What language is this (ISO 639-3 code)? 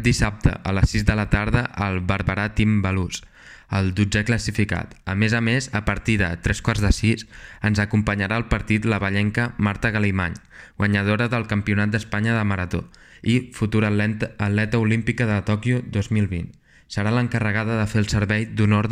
cat